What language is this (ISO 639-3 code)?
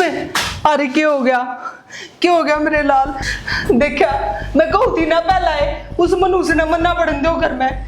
bgc